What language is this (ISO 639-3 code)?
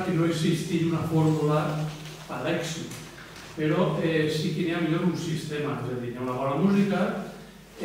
cat